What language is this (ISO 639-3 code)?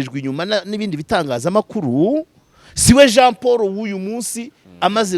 kin